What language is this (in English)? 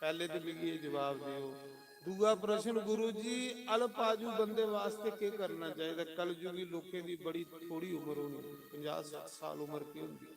Dogri